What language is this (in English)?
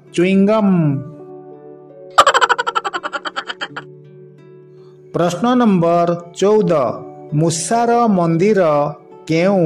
Odia